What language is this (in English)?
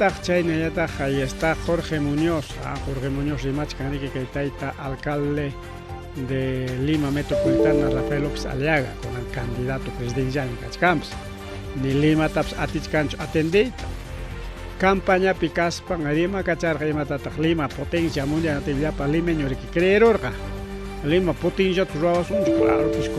Ayacucho Quechua